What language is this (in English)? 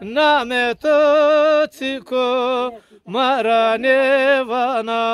Zaza